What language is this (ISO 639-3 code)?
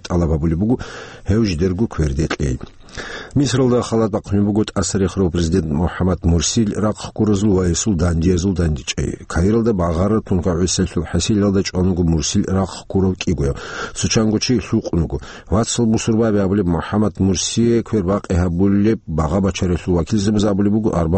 ava